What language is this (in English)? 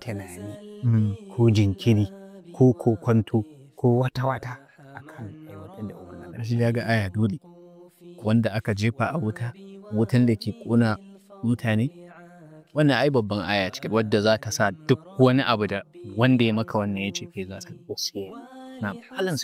Hausa